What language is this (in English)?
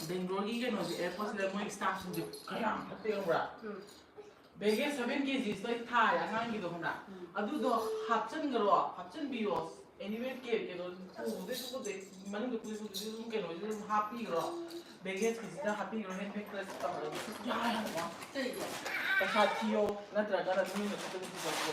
Manipuri